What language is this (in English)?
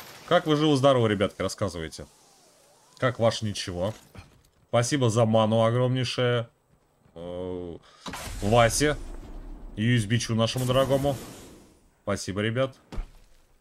Russian